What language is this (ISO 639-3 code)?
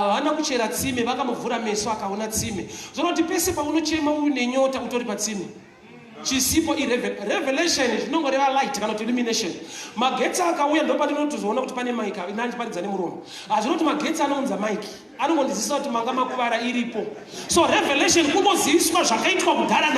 sna